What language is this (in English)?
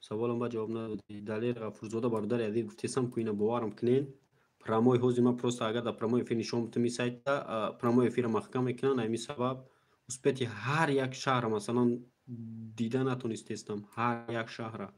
Tajik